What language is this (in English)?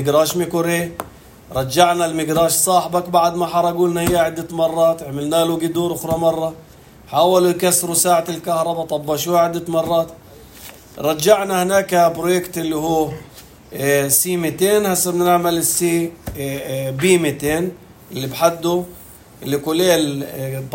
North Levantine Arabic